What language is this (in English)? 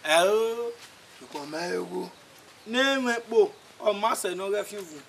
Bini